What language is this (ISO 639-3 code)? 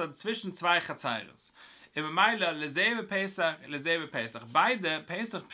yid